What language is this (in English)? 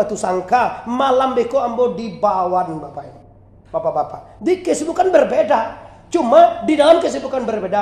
Minangkabau